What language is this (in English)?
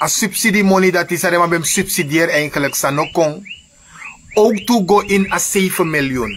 Sranan Tongo